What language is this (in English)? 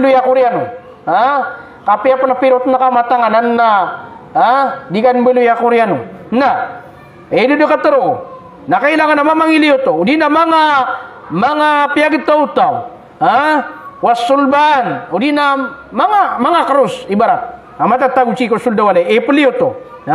Maranao